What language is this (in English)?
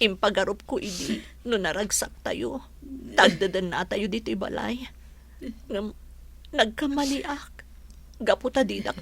Iloko